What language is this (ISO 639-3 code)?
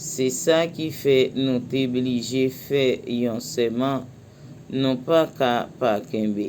hat